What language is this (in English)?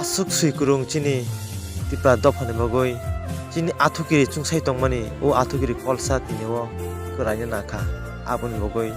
Kok Borok